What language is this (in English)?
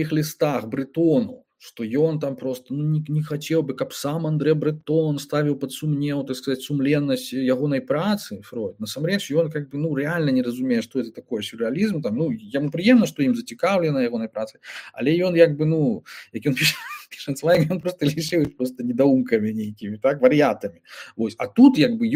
Belarusian